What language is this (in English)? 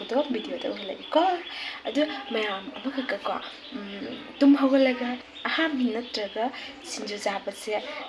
Manipuri